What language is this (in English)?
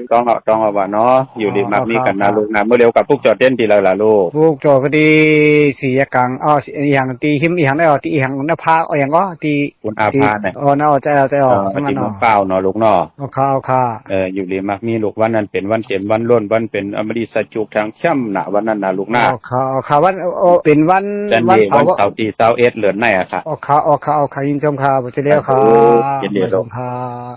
Shan